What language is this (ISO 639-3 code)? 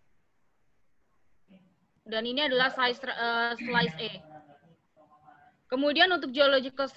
ind